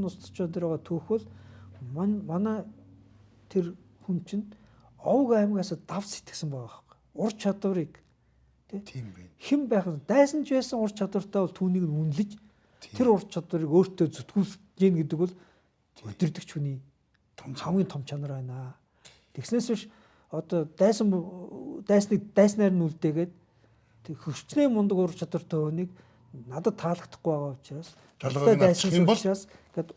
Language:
Mongolian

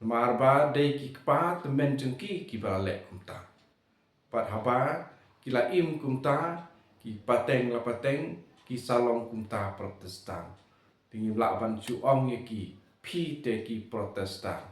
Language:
Khasi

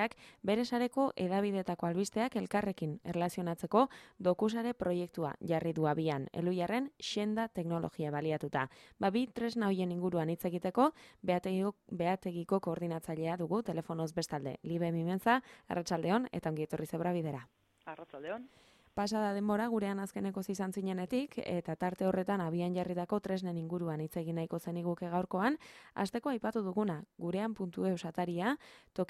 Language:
Basque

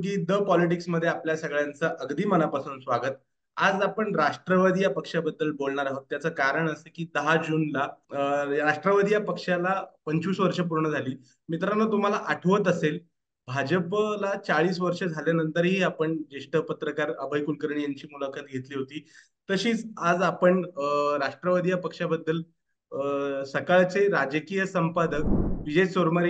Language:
Marathi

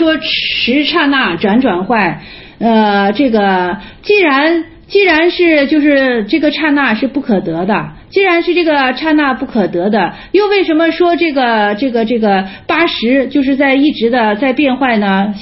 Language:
Chinese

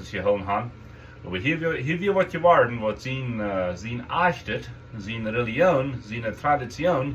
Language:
Plautdietsch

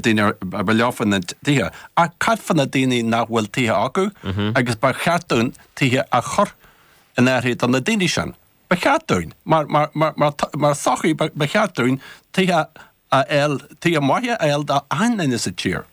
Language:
Irish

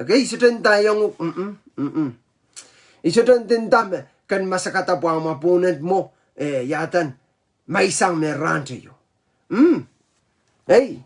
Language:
Pohnpeian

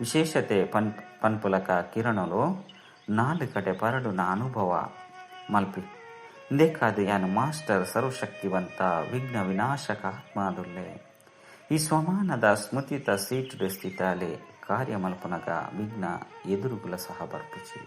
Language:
Tulu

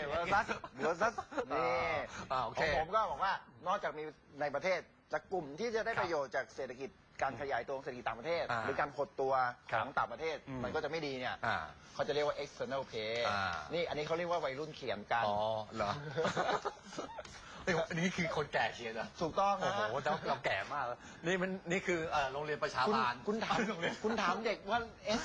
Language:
Thai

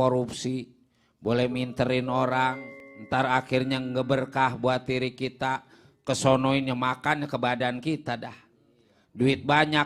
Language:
Betawi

